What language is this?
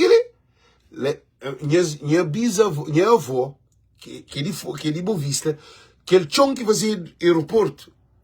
Kabuverdianu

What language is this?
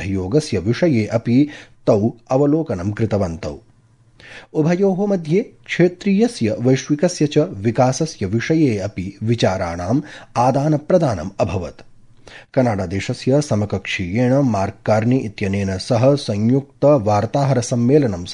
Sanskrit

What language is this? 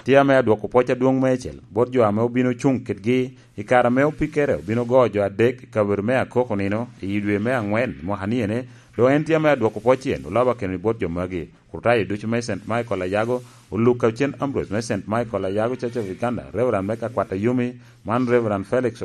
Lango (Uganda)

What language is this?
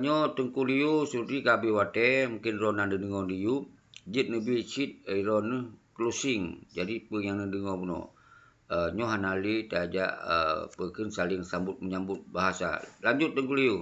Achinese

